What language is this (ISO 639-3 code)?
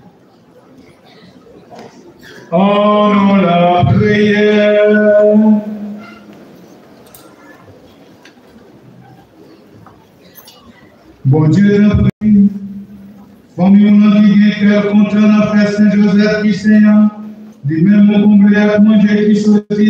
fra